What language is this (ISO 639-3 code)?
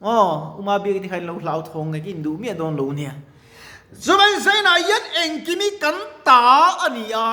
lus